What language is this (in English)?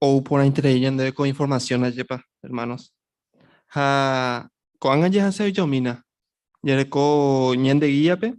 Guarani